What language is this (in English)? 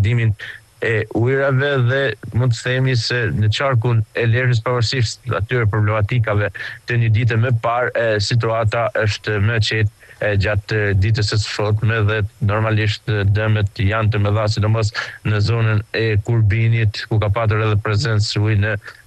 Albanian